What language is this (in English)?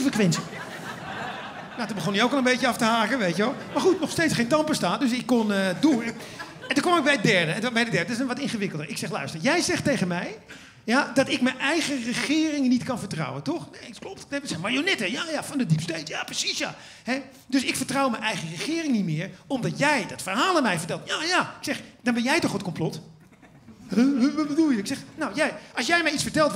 Dutch